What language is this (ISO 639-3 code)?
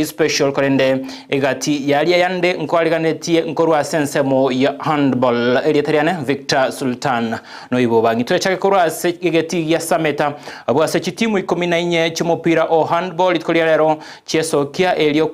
guz